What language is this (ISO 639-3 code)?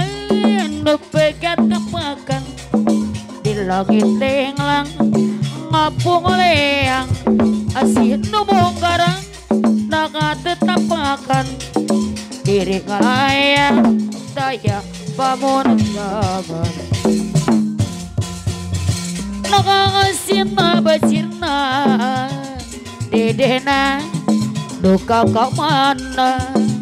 sun